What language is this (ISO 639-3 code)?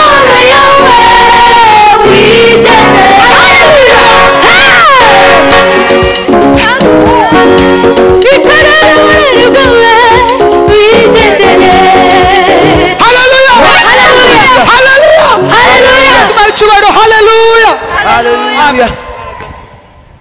kin